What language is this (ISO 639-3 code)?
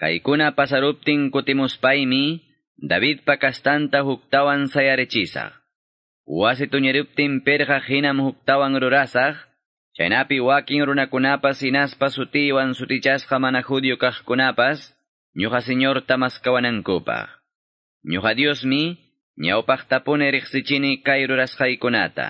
que